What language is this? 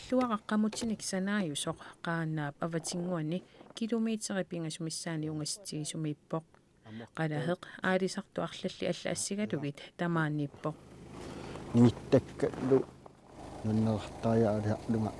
Kalaallisut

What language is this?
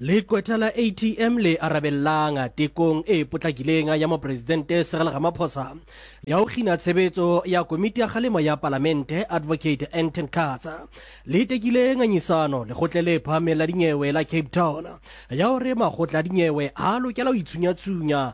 Southern Sotho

